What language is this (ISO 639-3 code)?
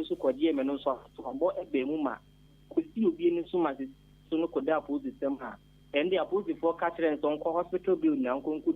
aka